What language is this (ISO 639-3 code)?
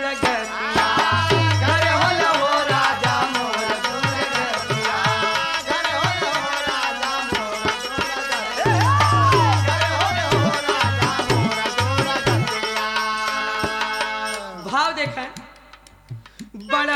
bho